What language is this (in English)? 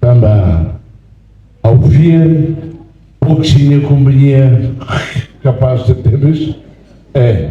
Tetum